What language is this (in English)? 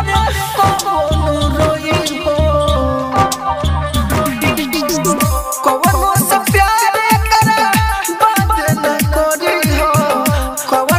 Bhojpuri